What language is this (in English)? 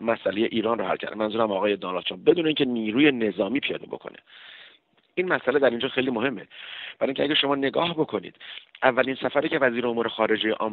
Persian